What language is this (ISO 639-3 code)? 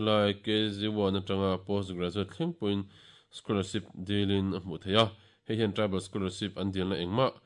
lus